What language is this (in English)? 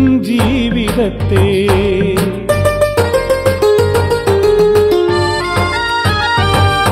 Malayalam